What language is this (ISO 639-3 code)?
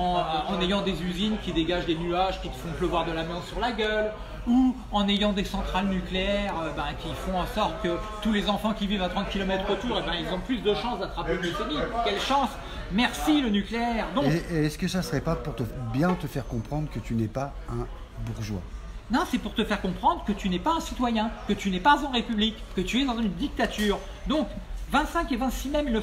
fra